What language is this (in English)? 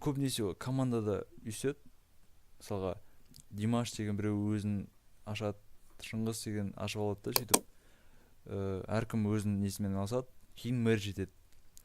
Kazakh